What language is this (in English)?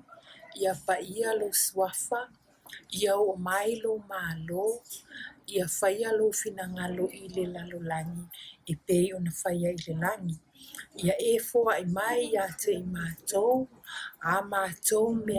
Samoan